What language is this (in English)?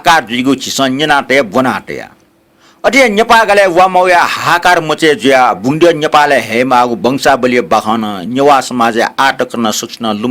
Newari